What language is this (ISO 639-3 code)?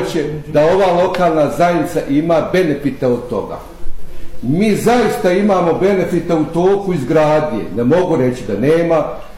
bos